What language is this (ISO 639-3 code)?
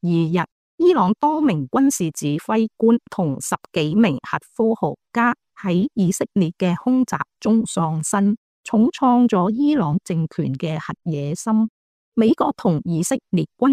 yue